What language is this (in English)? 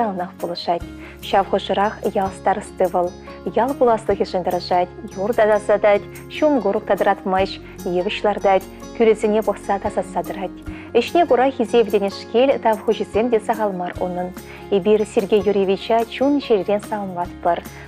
Chuvash